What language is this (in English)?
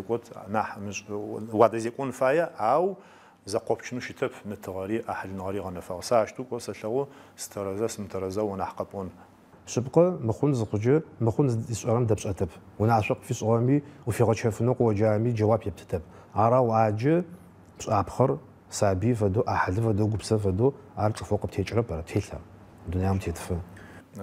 Adyghe